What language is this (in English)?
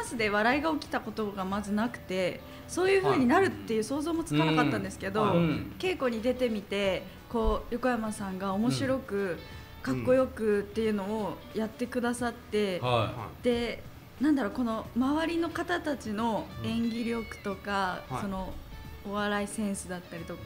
Japanese